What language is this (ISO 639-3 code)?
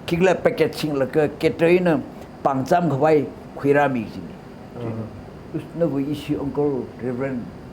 nmf